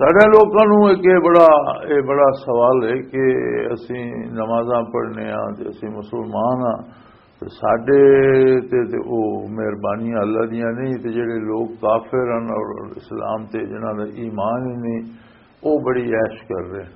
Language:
Western Panjabi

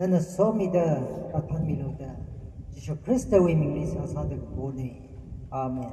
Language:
Tangkhul Naga (India)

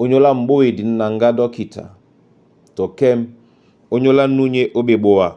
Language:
Duala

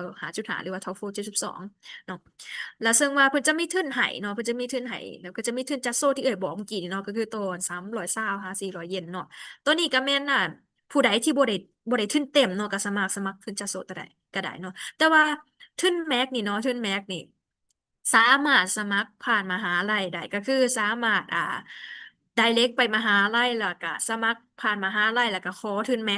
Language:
Lao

